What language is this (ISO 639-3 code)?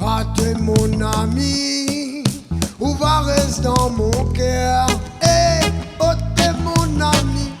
rcf